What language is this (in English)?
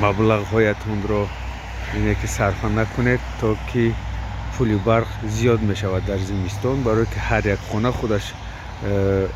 Tajik